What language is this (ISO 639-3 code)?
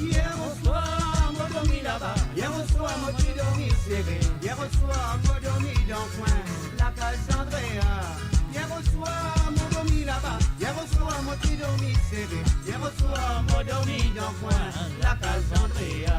mfe